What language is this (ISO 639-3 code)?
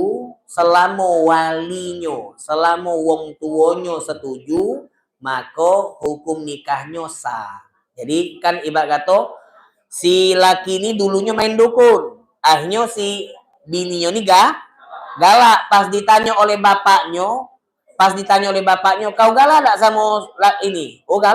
mui